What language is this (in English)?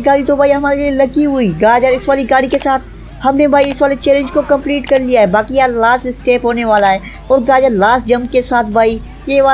Hindi